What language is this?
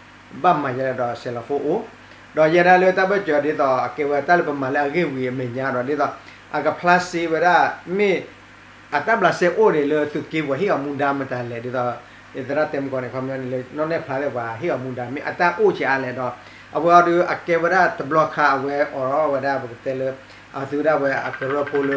S'gaw Karen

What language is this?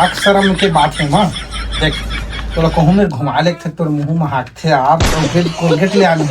Chhattisgarhi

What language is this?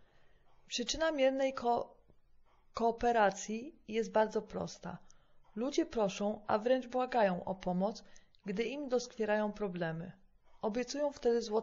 Polish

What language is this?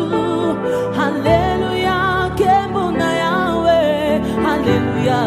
French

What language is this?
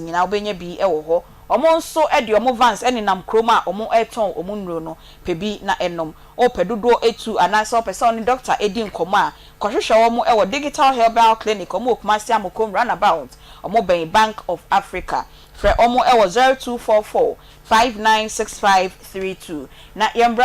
Akan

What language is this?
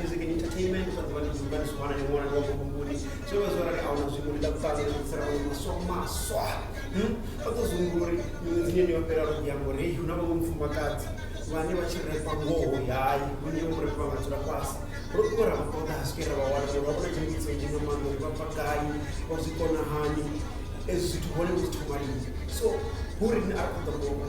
Venda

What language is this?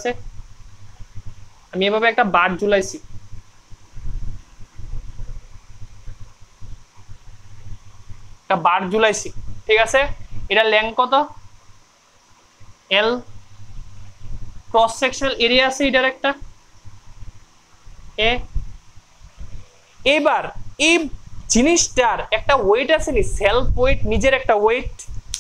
Bangla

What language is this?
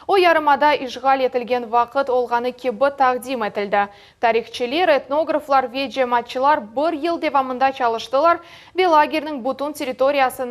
Crimean Tatar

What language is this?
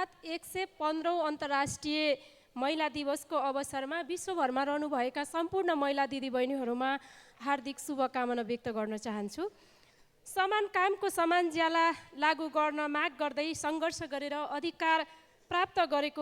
Nepali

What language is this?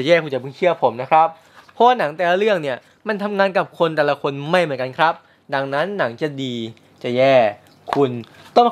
Thai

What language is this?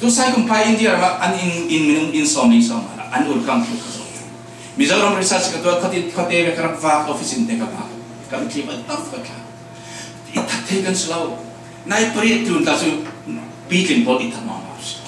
Falam Chin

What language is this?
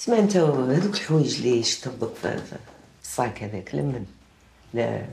Algerian Arabic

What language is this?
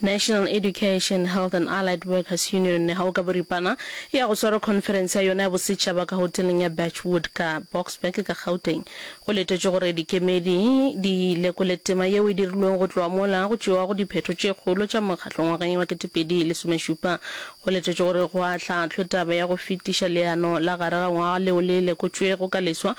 Northern Sotho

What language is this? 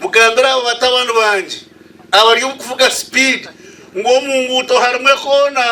Nyankole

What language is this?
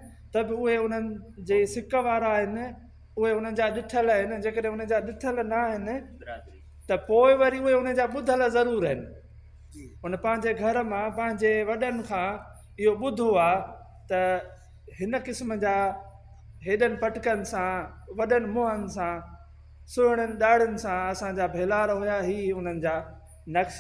Sindhi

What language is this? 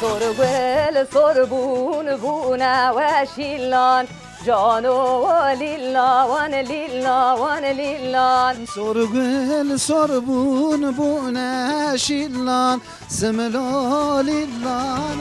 Kurdish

